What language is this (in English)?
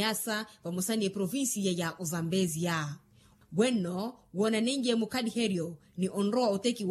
Makhuwa